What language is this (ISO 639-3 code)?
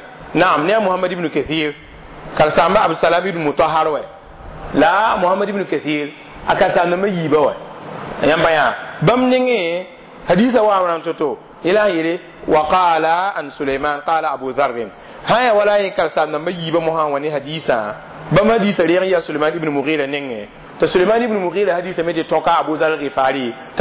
mos